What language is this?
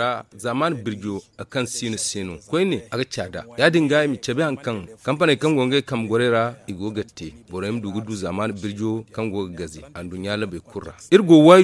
Zarma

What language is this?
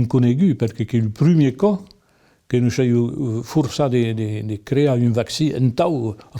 Occitan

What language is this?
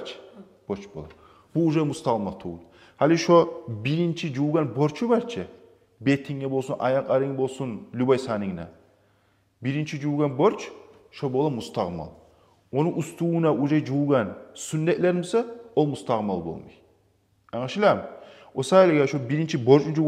Kumyk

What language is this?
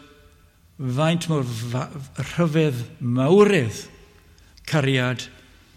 Welsh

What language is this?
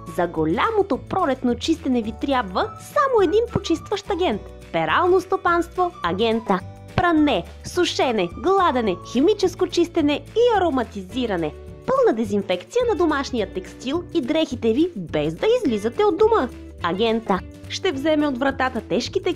Bulgarian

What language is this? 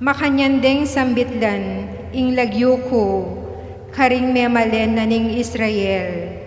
Pampanga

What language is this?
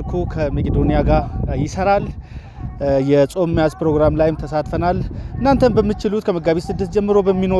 Amharic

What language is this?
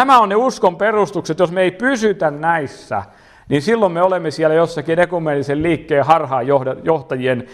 Finnish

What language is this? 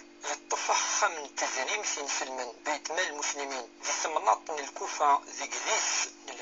Kabyle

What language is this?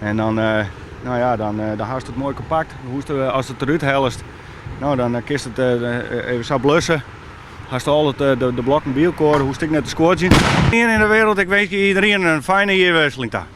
Western Frisian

